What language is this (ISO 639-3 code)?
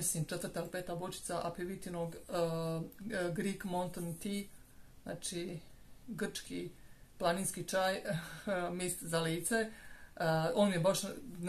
hrv